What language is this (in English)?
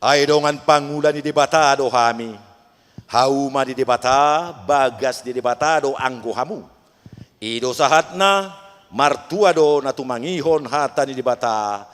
Batak Toba